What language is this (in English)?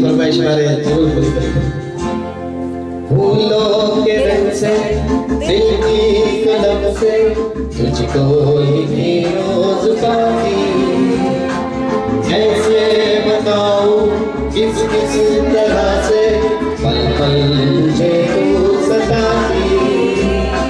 Hindi